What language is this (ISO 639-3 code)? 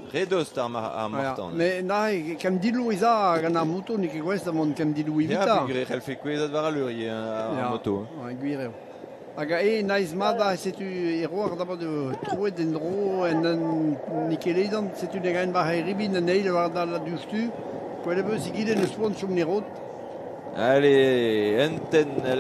bre